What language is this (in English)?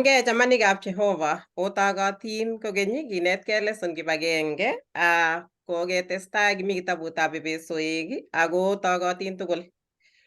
Kalenjin